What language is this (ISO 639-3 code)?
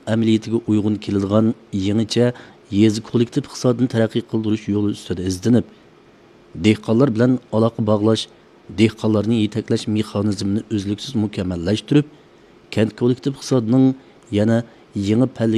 uig